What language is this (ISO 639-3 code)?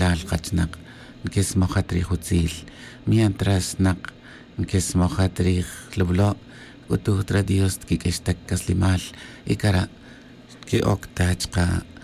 tzj